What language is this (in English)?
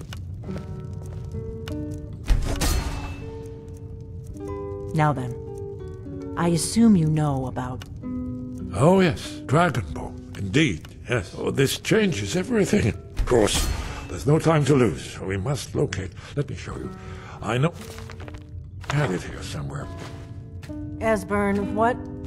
English